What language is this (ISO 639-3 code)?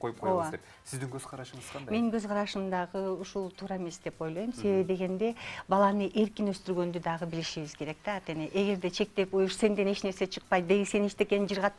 kir